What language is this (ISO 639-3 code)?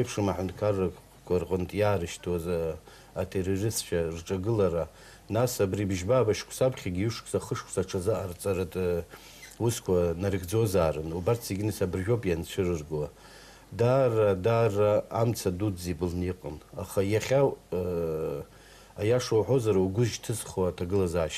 abk